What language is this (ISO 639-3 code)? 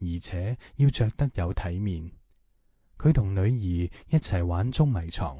yue